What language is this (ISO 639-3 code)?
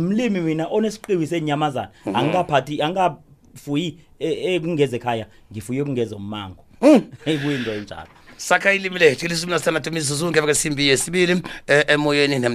nbl